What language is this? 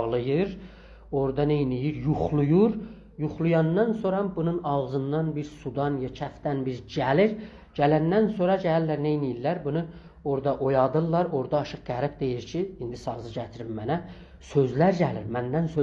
South Azerbaijani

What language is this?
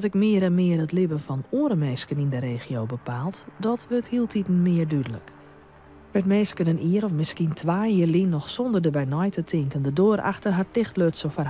Western Frisian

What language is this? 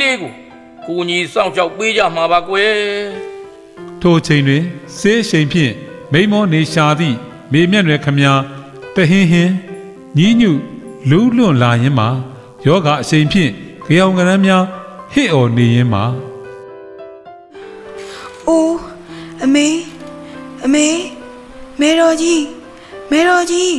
Burmese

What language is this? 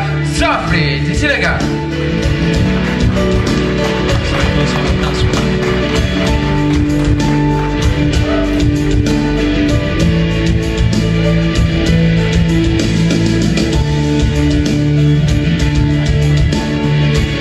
Malay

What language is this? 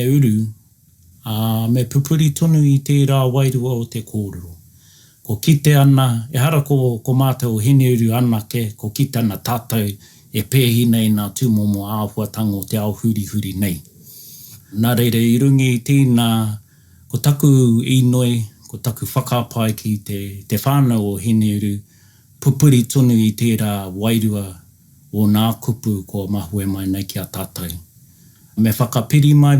Māori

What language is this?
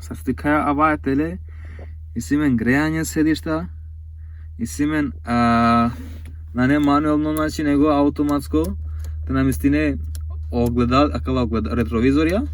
Romany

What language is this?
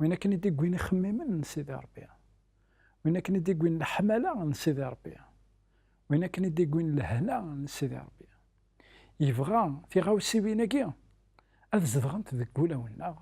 Kabyle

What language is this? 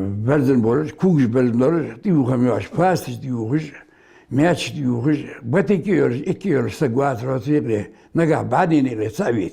Ingush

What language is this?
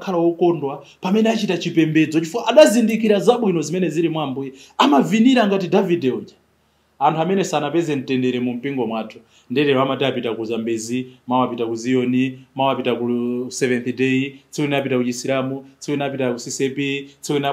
Nyanja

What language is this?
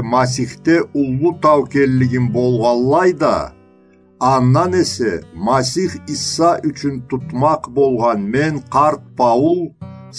Karachay-Balkar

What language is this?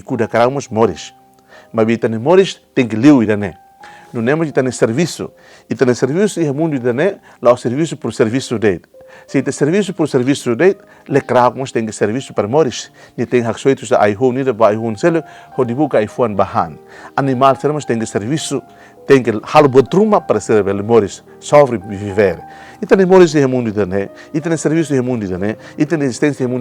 Tetum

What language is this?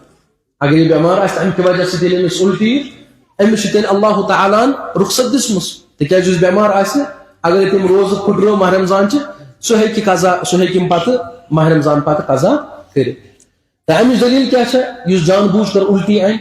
Kashmiri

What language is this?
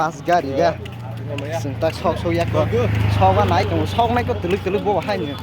Kok Borok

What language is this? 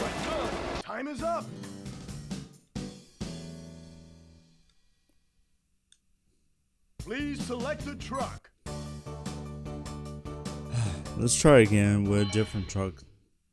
English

